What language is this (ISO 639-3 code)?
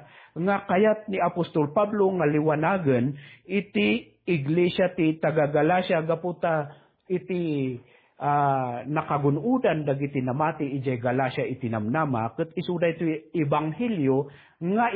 ilo